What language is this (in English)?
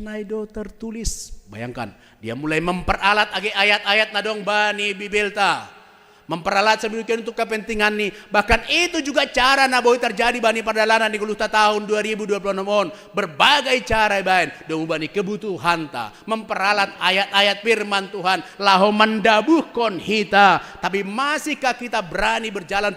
Batak Simalungun